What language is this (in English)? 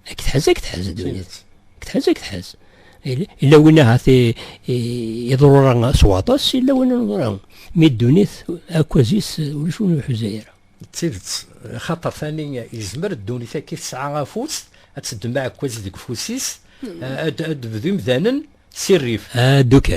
Kabyle